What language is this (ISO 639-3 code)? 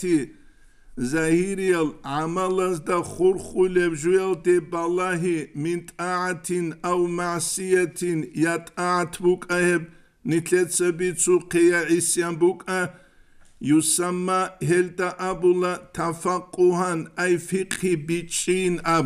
ava